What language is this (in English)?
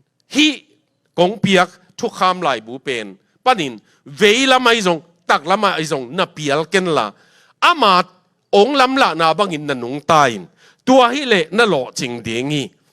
Tedim Chin